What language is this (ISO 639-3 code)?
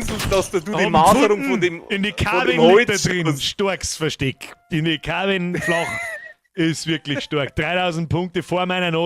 bar